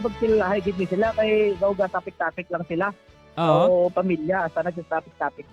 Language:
Hiligaynon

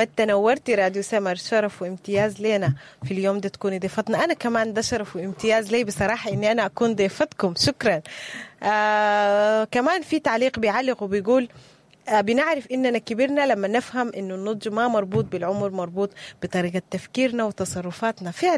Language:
Sudanese Arabic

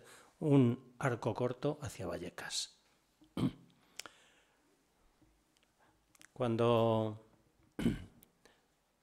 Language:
Spanish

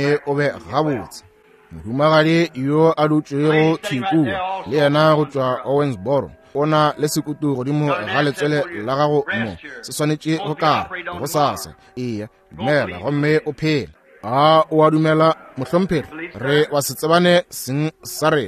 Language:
Northern Sotho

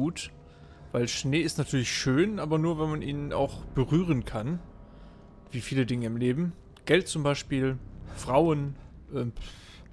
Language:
German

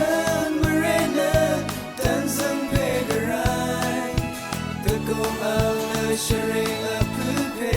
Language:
Rawang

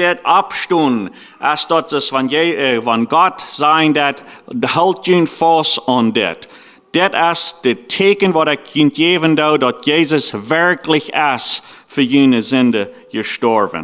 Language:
Plautdietsch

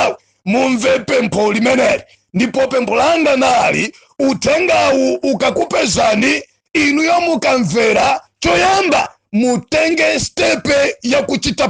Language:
Nyanja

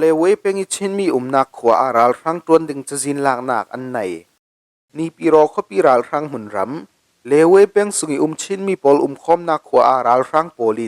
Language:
Falam Chin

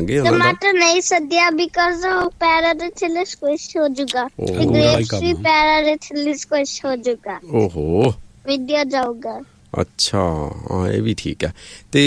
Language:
Punjabi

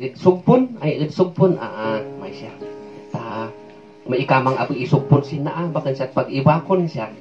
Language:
Kankanaey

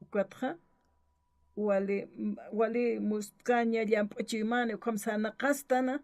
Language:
Aymara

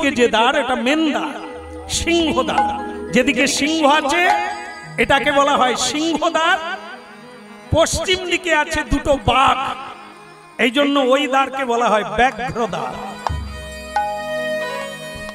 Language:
Bangla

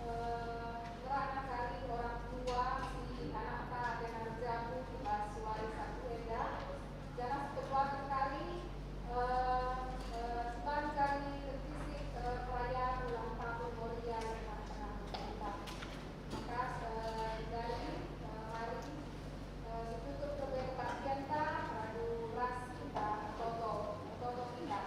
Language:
Batak Karo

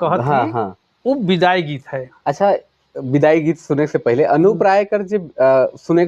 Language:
Sadri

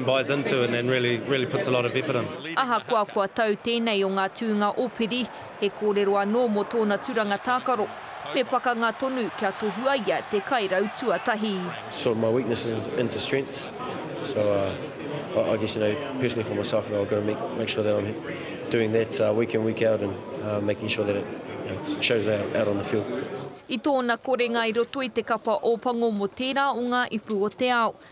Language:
Māori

